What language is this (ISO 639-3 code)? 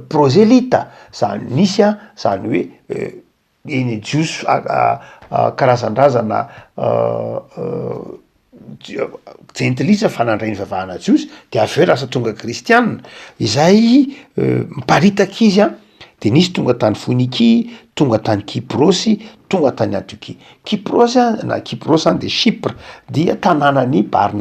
mlg